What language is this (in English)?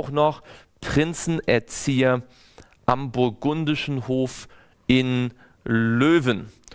German